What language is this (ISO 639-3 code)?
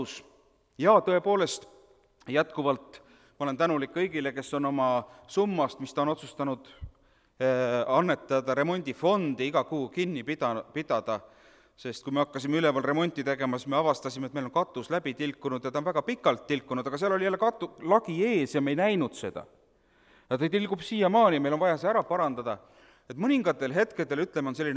est